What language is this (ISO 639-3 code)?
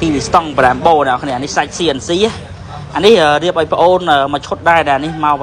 khm